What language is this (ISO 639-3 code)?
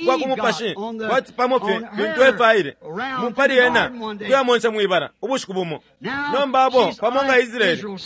bem